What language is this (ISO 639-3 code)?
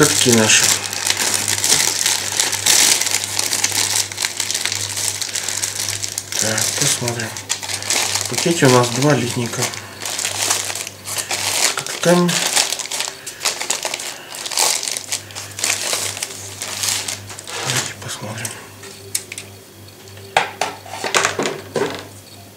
rus